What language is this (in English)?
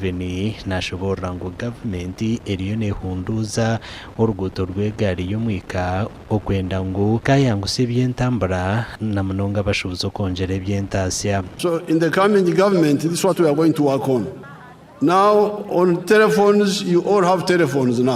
Nyankole